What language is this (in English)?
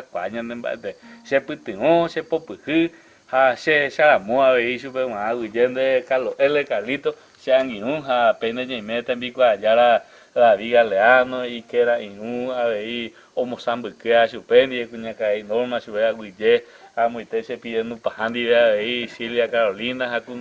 Guarani